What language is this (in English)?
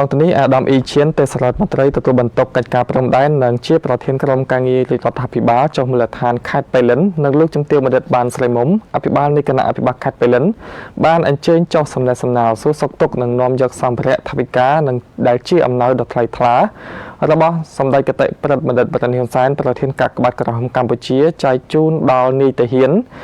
Khmer